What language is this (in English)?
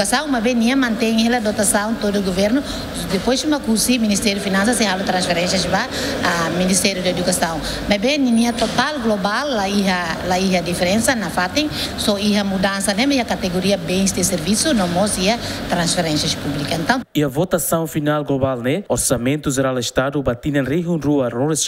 Tetum